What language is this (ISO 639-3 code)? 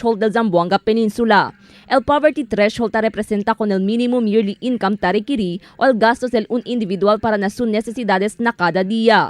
cbk